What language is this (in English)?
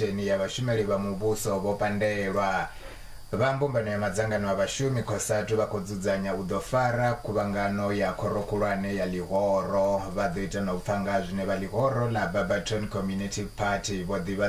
Venda